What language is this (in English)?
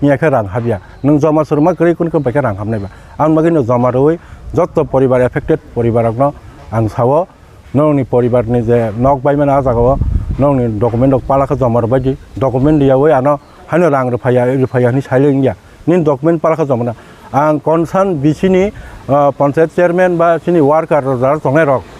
Kok Borok